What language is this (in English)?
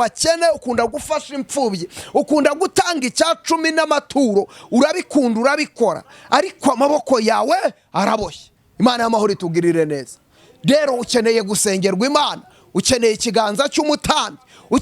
Kinyarwanda